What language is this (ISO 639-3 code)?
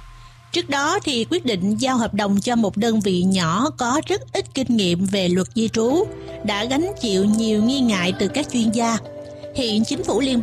vie